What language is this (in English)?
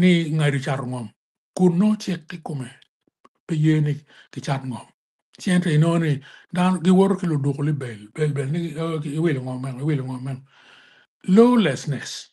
Acoli